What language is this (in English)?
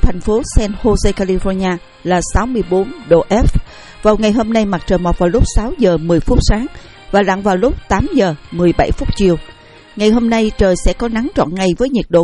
Vietnamese